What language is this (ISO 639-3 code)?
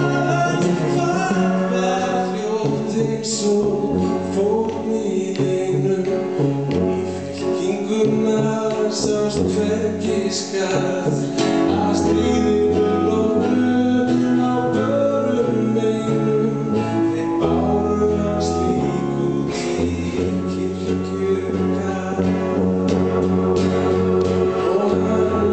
isl